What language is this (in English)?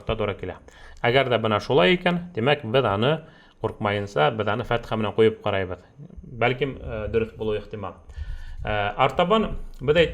Bashkir